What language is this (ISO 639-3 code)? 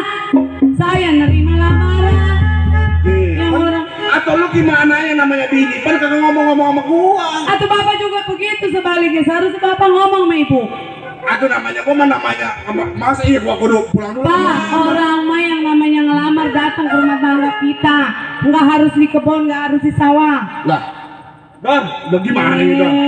bew